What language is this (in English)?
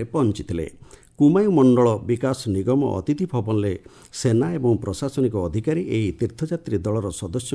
Odia